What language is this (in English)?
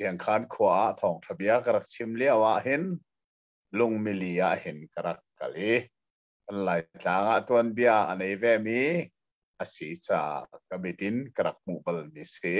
Hakha Chin